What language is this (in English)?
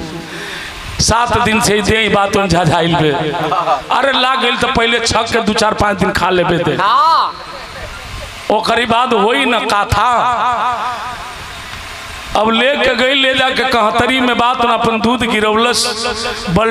Bhojpuri